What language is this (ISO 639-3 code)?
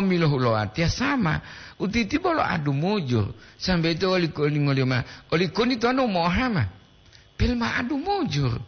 gor